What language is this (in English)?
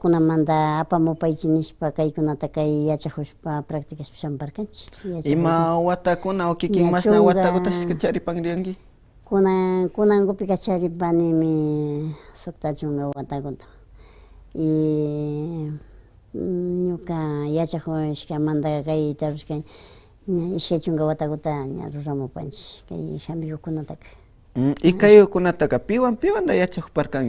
Imbabura Highland Quichua